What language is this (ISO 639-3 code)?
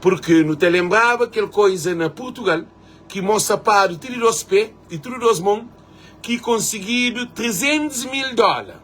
kea